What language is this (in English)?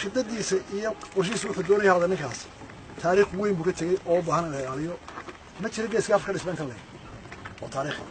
Somali